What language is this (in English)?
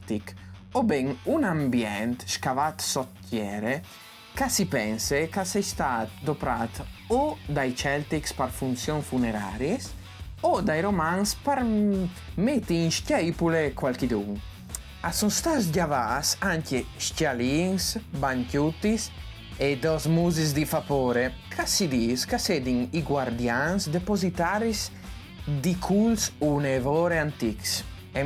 Friulian